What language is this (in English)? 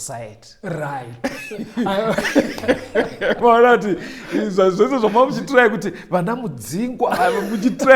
Shona